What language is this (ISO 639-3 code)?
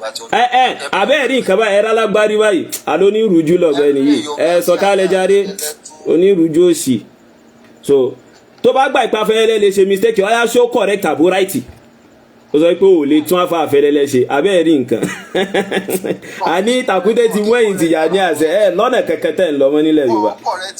yor